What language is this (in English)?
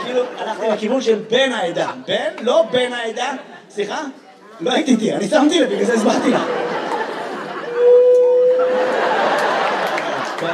Hebrew